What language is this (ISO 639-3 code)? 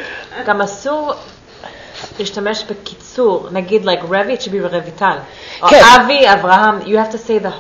heb